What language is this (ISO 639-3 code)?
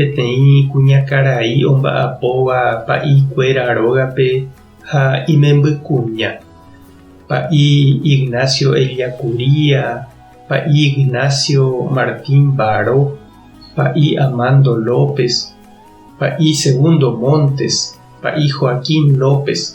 grn